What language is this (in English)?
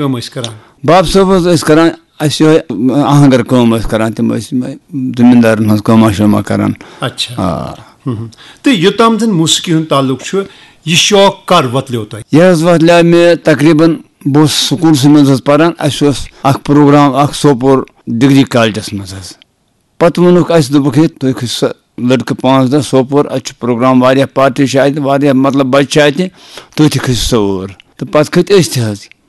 Kashmiri